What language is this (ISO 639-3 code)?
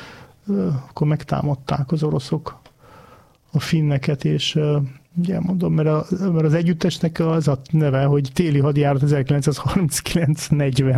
hun